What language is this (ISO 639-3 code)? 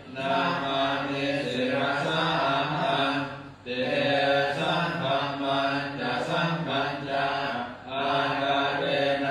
pli